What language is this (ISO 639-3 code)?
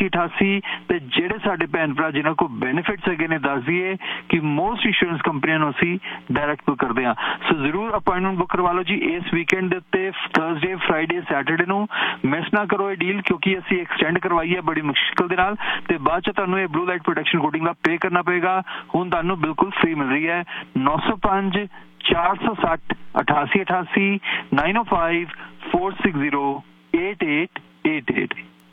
pan